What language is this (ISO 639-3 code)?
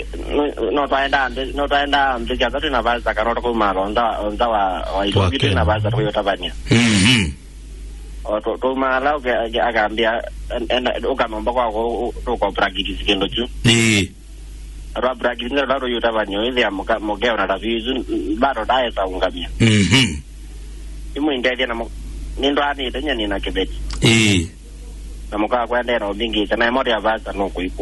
kam